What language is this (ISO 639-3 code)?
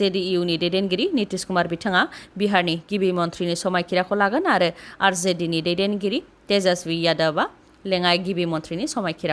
brx